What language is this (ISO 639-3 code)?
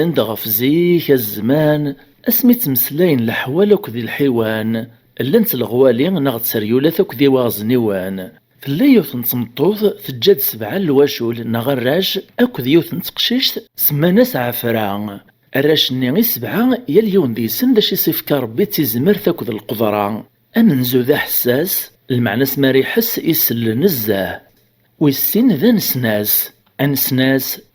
kab